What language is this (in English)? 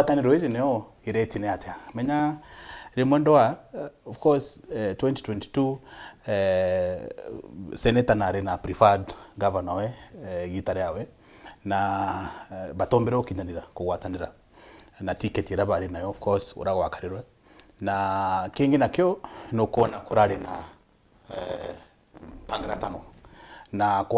Meru